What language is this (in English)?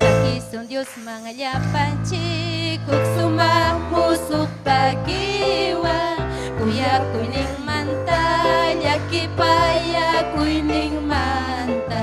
Ayacucho Quechua